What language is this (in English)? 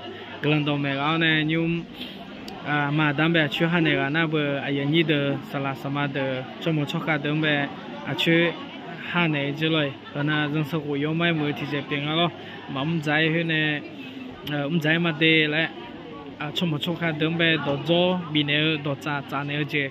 Akha